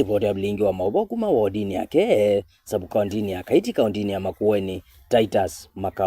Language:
Kamba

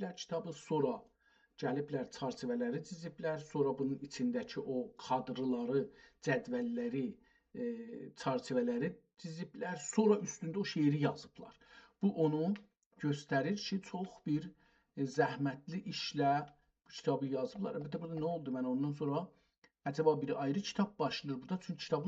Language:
South Azerbaijani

